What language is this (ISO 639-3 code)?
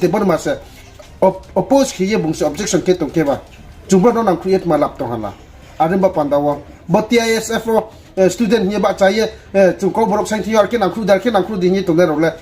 ria